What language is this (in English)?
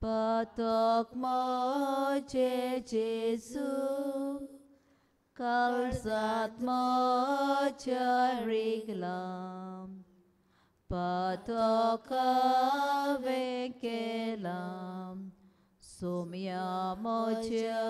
Konkani